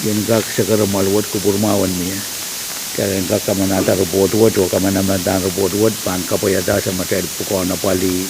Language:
Pohnpeian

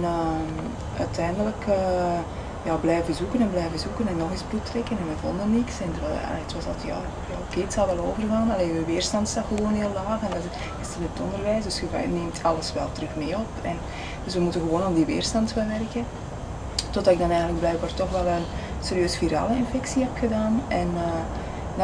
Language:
Dutch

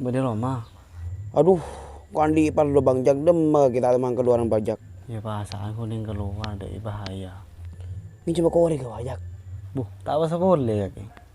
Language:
Madurese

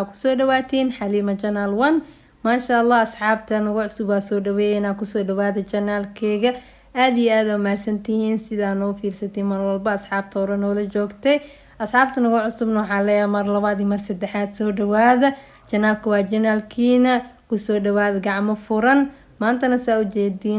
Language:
Somali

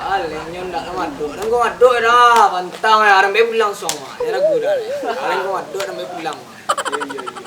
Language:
Minangkabau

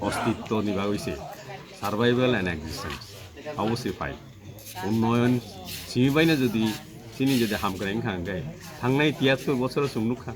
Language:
Kok Borok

